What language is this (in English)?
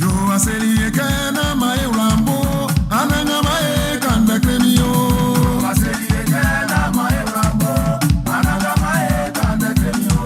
Baoulé